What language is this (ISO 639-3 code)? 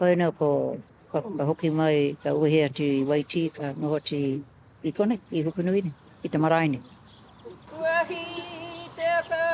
mri